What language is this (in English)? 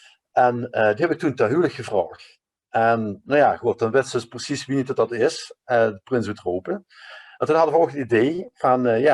Limburgish